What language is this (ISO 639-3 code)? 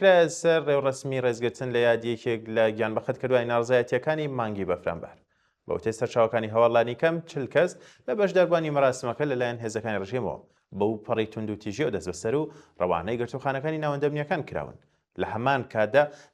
ckb